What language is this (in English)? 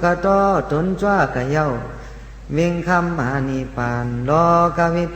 Shan